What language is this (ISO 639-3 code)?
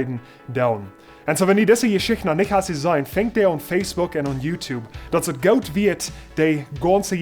pdt